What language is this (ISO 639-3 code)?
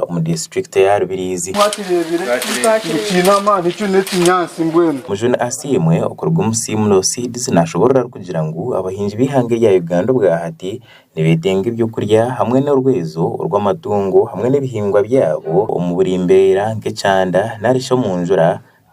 nyn